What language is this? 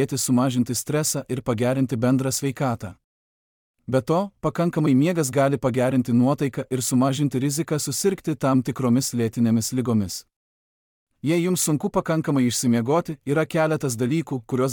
Lithuanian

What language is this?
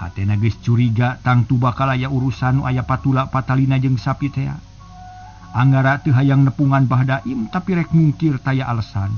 Sundanese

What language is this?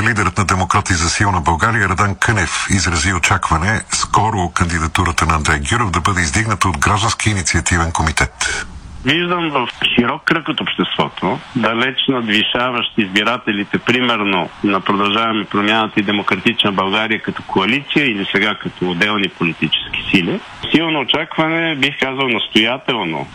Bulgarian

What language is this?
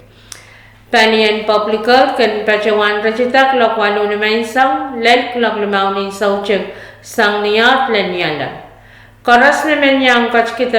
Pohnpeian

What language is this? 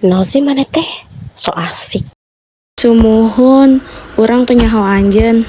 Sundanese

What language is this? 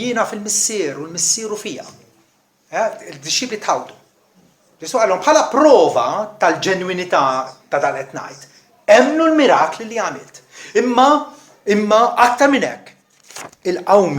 Maltese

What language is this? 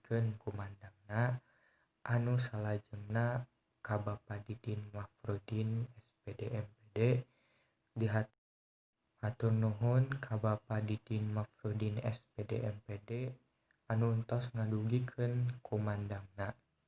Sundanese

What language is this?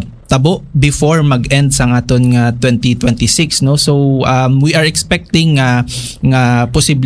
Hiligaynon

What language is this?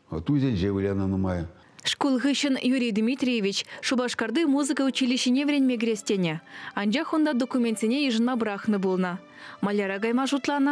Chuvash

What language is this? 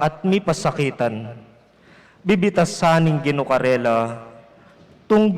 Pampanga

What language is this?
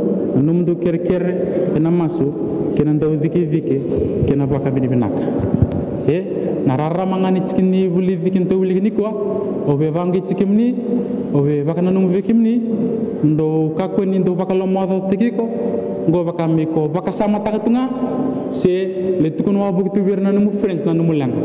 Fijian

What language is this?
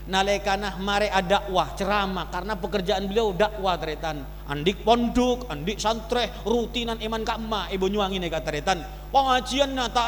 Madurese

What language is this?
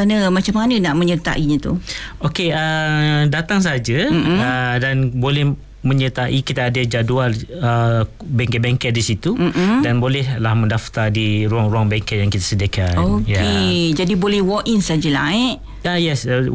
Malay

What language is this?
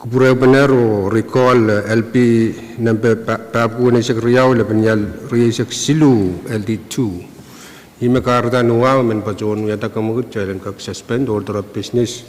Pohnpeian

